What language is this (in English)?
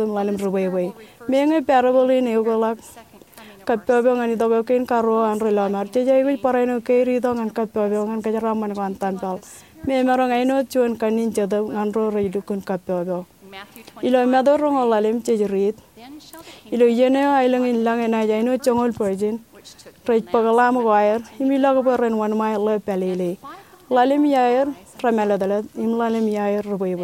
Marshallese